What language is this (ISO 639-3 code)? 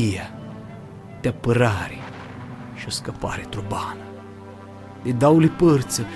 rup